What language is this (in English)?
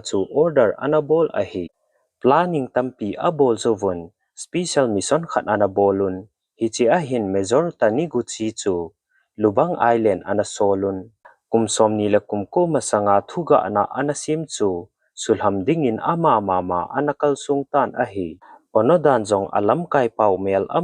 Thado Chin